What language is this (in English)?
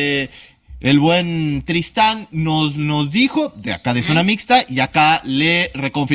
Spanish